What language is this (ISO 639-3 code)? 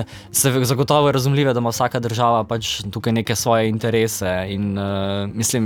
slv